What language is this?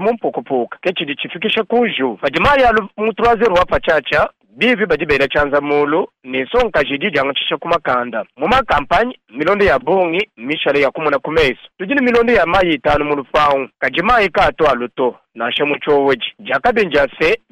Luba-Lulua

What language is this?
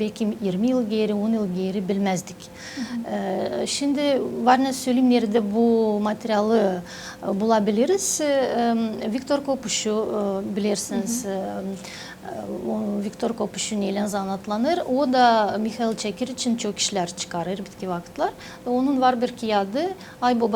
Gagauz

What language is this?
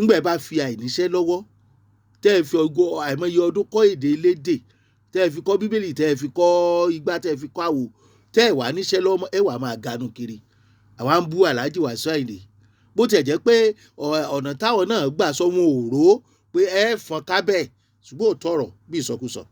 Yoruba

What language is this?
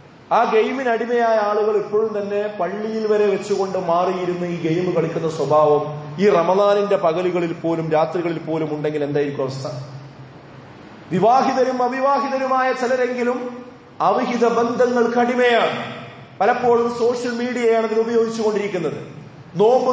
Malayalam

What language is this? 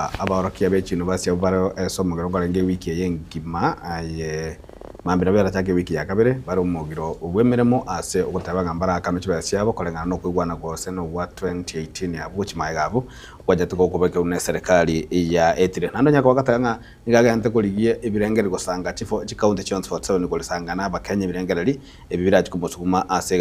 Gusii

